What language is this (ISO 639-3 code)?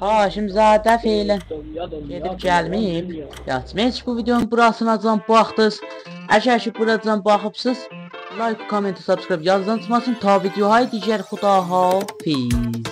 azb